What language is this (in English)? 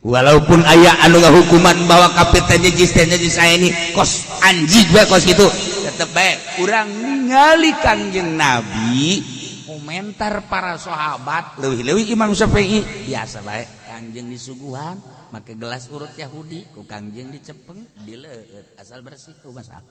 Sundanese